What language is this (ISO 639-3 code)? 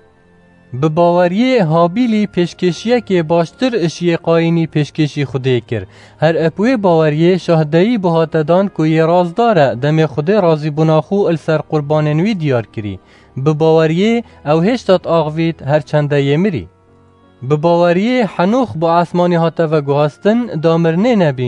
kur